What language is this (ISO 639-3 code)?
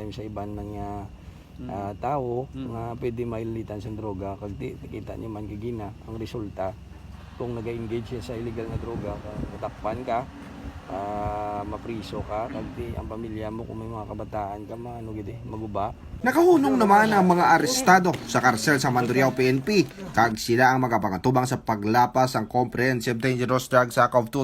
hil